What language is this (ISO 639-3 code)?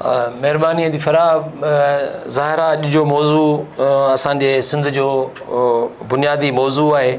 snd